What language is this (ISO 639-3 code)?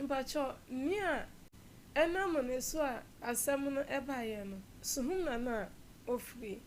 aka